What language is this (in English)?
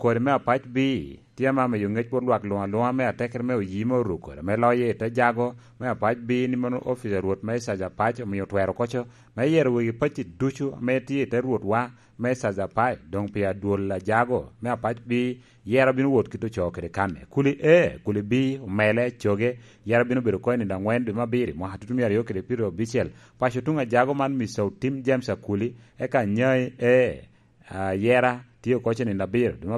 Lango (Uganda)